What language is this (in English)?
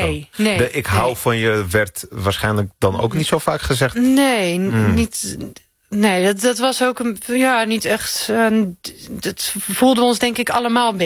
Dutch